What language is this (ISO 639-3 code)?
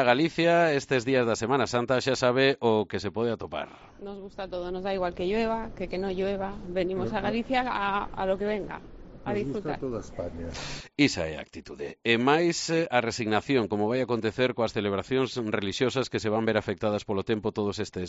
glg